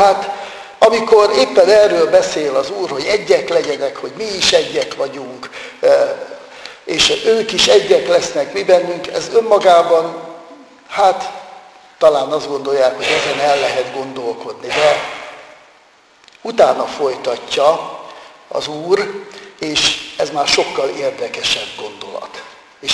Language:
Hungarian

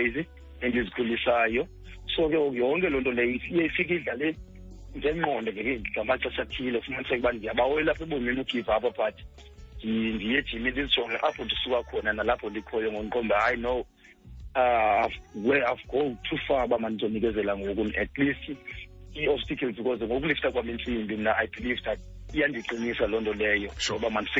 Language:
Xhosa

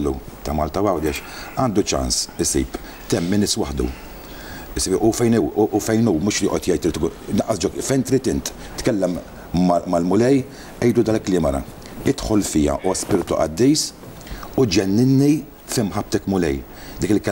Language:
Maltese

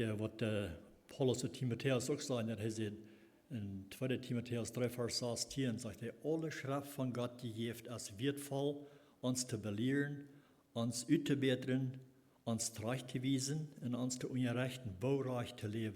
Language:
Plautdietsch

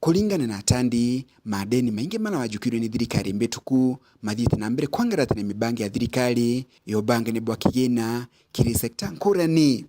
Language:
Meru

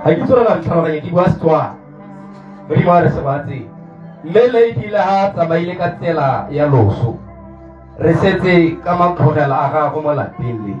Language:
Tswana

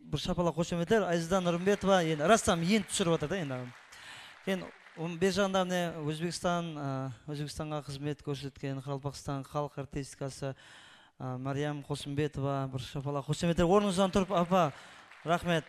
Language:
Kara-Kalpak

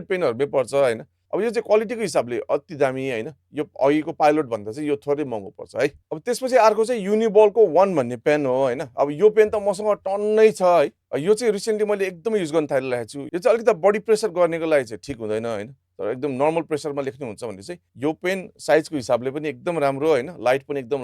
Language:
Nepali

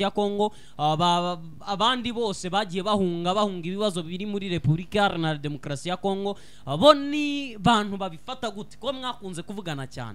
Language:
Kinyarwanda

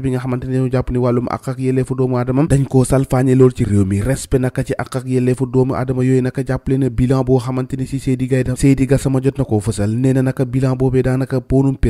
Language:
Wolof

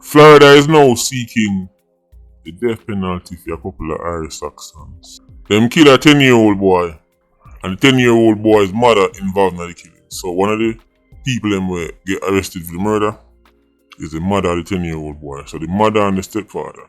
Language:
Jamaican Creole English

